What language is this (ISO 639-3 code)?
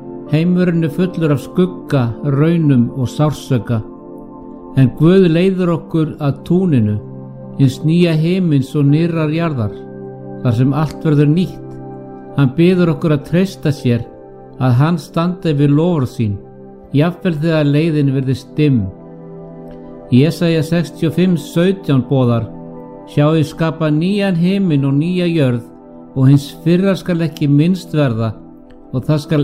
isl